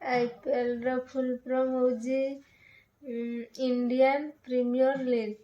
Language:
Odia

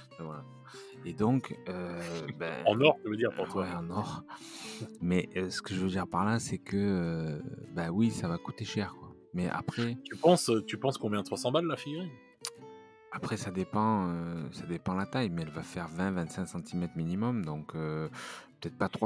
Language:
French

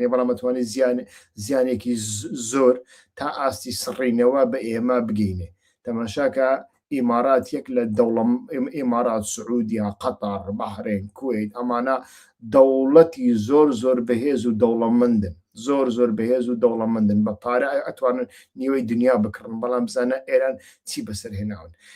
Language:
Central Kurdish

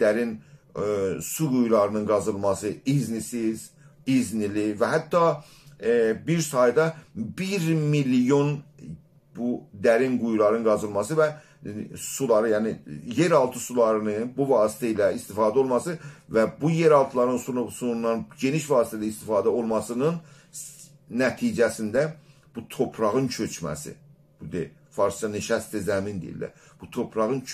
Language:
South Azerbaijani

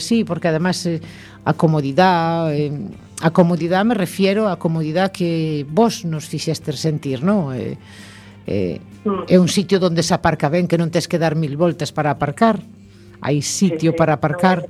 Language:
Galician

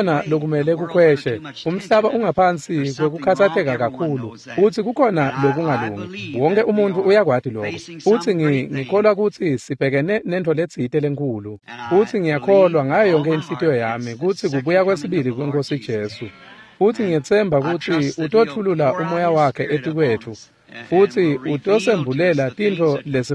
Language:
Swati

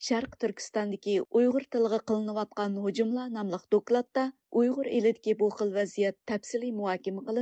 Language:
Uyghur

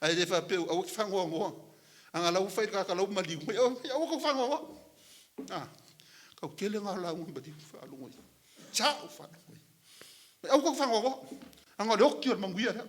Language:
Samoan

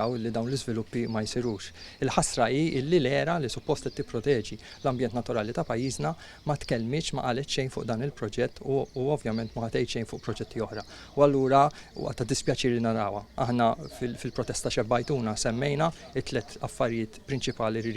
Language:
Maltese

